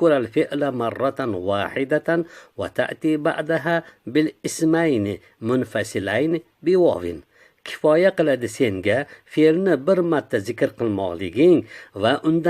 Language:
Uzbek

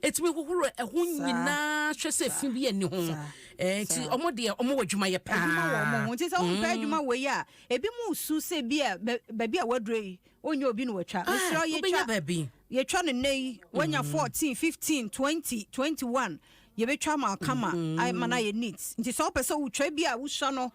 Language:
Akan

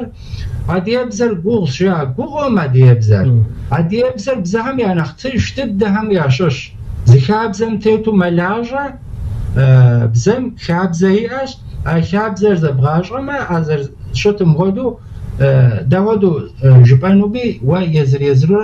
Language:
Kabardian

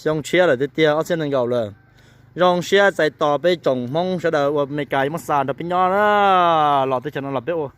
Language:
Hmong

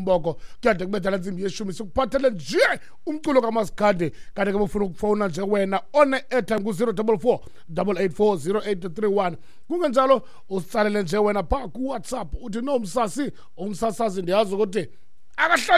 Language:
Xhosa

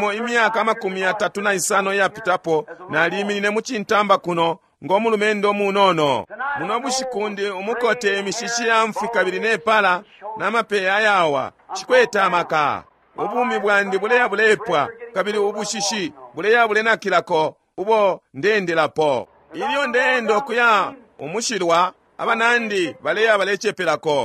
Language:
Bemba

